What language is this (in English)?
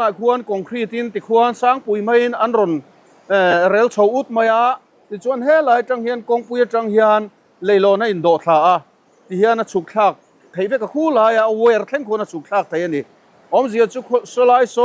Mizo